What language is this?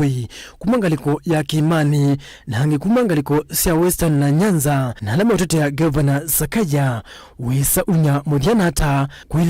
Kamba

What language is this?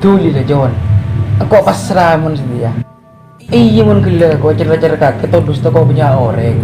Madurese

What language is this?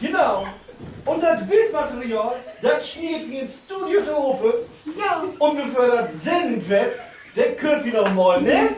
Low German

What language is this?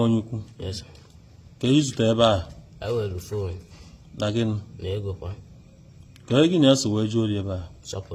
Igbo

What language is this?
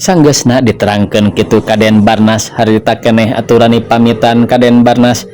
Sundanese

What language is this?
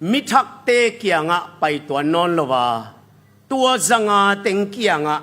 Tedim Chin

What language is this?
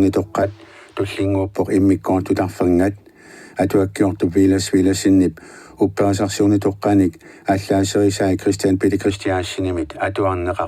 Kalaallisut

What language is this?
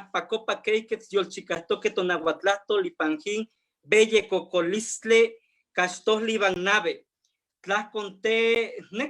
Eastern Huasteca Nahuatl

